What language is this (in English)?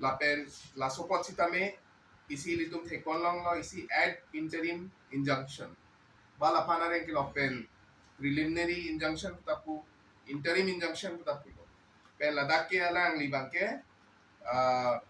Karbi